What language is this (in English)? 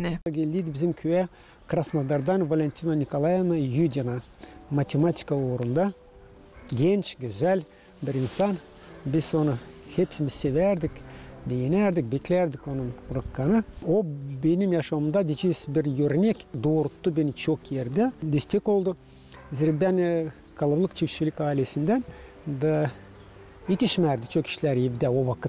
Gagauz